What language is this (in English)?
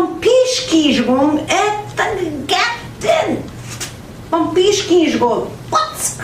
Central Ojibwa